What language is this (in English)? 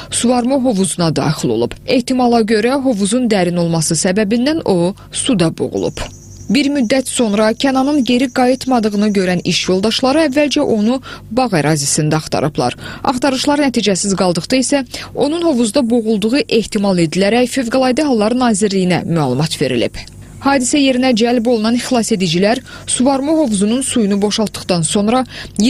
Azerbaijani